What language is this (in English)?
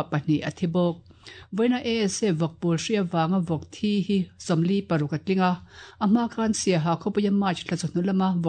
Mizo